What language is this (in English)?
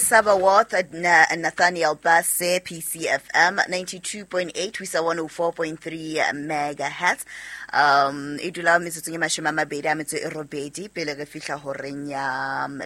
Southern Sotho